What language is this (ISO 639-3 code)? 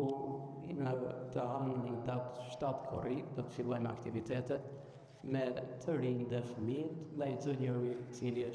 sqi